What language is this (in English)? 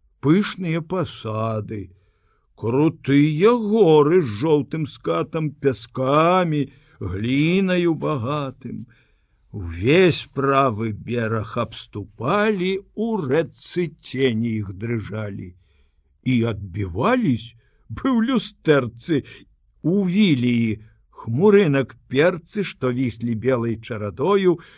Belarusian